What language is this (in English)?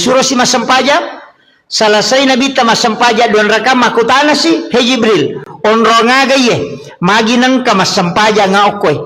Buginese